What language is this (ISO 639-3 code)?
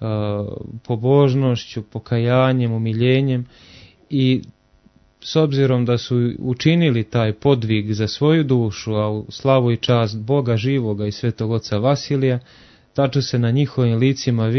srp